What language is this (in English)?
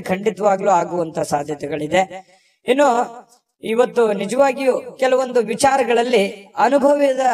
Kannada